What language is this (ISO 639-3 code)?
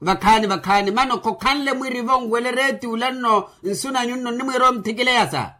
vmw